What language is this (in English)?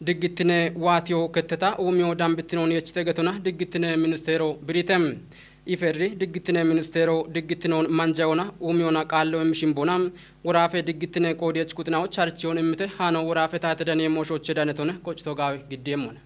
Kafa